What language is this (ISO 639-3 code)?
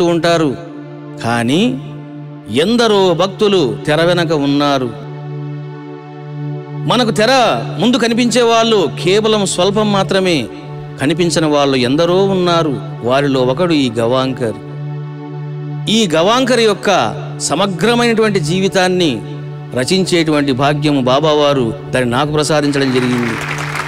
tel